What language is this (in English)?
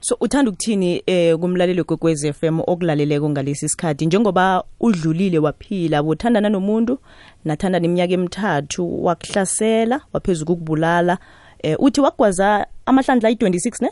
South Ndebele